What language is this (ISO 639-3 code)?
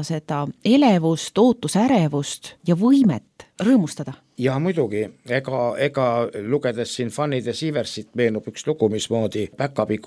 est